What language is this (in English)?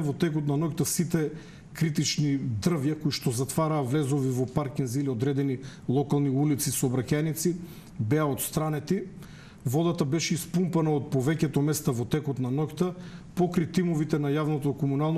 Macedonian